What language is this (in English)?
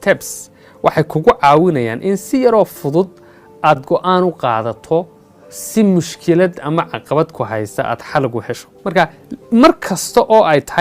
Somali